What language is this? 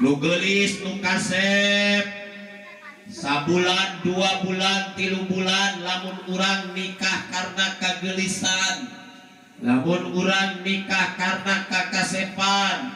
Sundanese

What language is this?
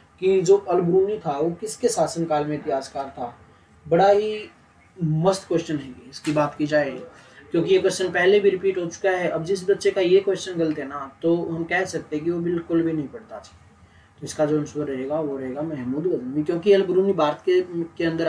Hindi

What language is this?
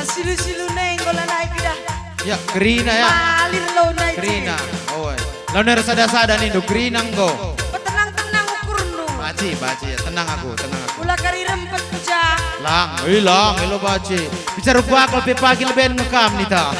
Batak Karo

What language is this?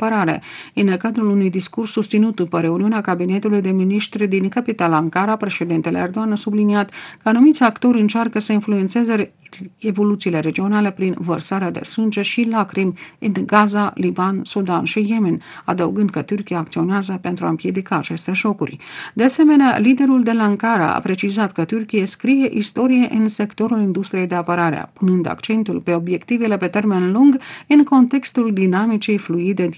Romanian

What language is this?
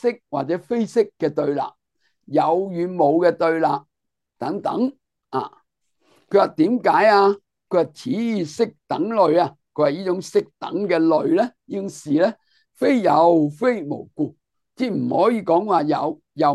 Cantonese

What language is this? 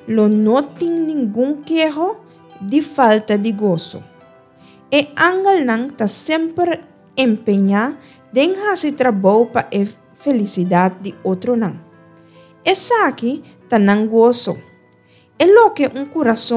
Papiamento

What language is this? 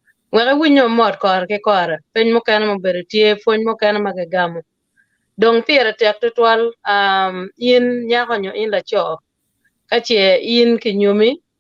Acoli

